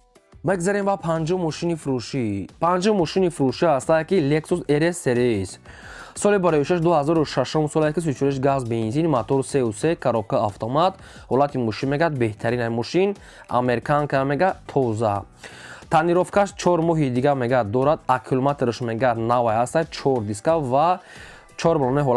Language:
Tajik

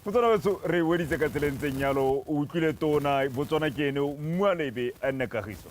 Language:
Tswana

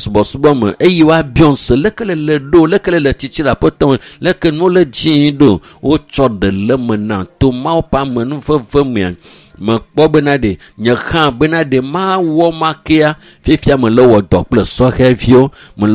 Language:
Ewe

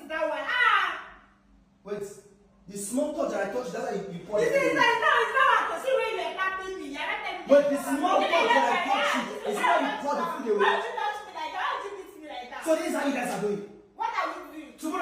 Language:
Nigerian Pidgin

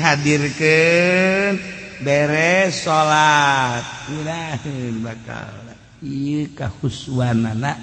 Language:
Sundanese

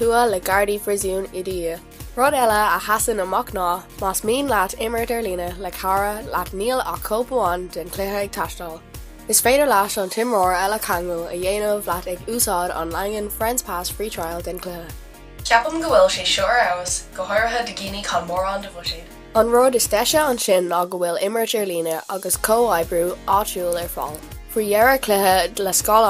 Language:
Irish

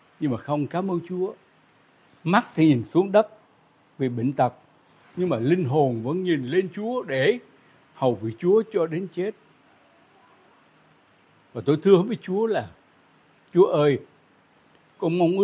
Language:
Vietnamese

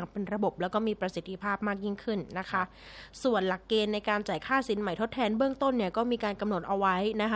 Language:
Thai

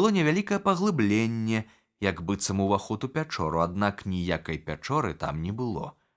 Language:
Belarusian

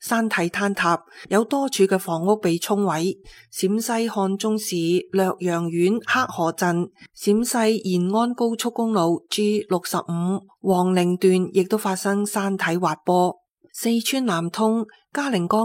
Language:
Cantonese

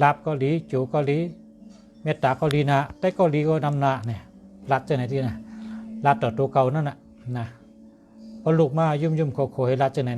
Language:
Shan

